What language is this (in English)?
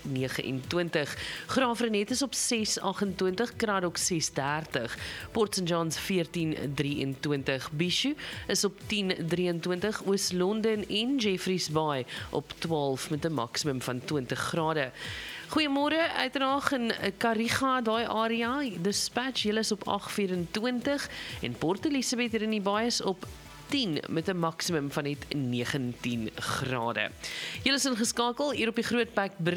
Afrikaans